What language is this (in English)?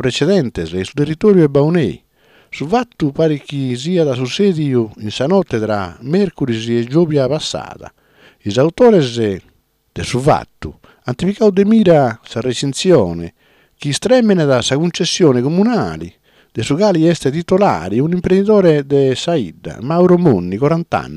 Sardinian